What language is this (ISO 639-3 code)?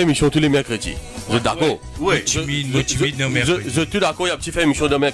mfe